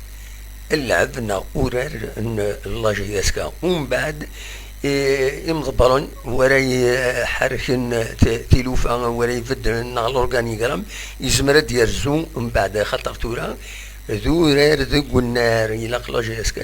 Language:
Kabyle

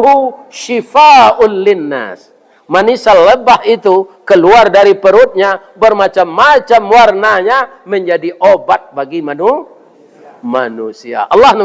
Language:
Minangkabau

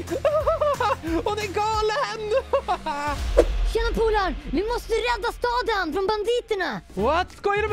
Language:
Swedish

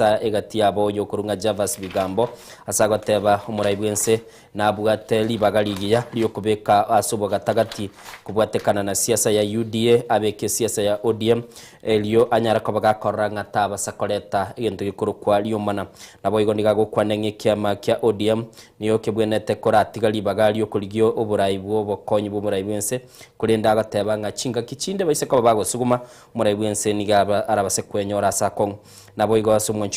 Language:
Gusii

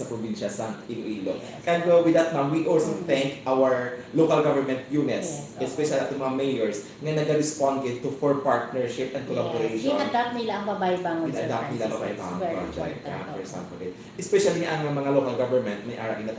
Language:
Hiligaynon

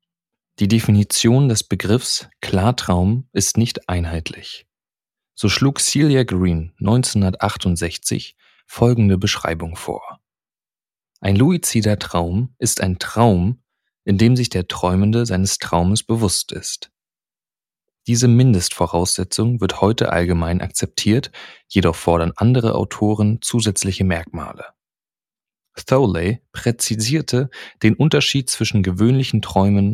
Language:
German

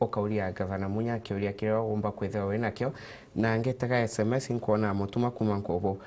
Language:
Meru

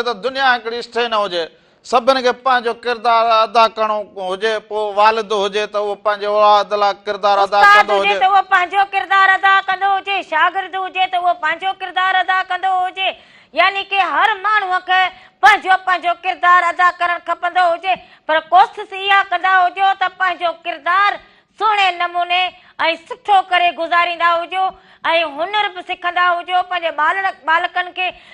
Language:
Sindhi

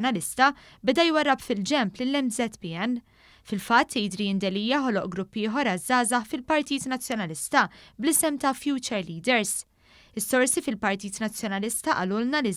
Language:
Maltese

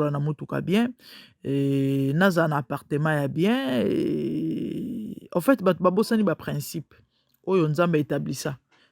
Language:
Lingala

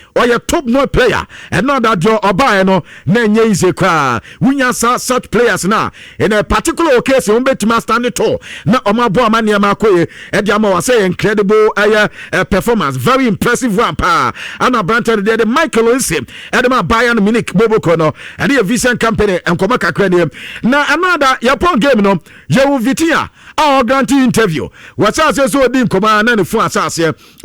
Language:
Akan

